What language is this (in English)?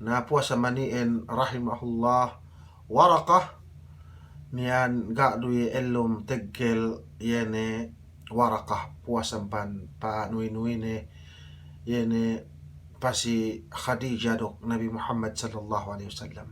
Yakan